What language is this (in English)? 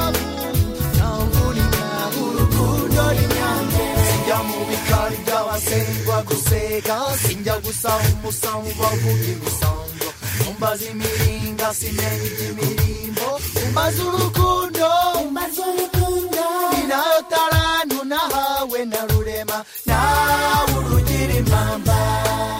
Kinyarwanda